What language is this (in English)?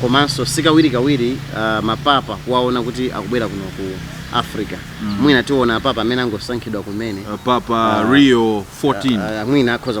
Nyanja